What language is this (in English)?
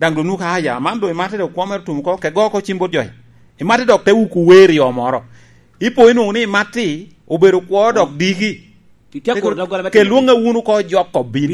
Lango (Uganda)